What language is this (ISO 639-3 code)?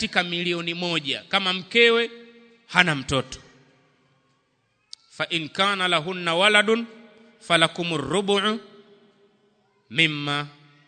swa